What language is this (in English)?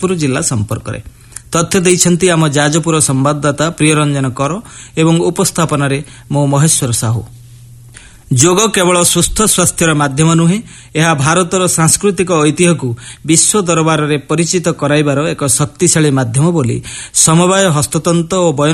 Odia